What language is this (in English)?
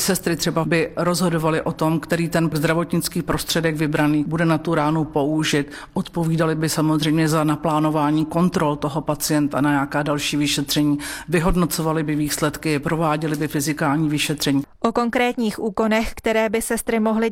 Czech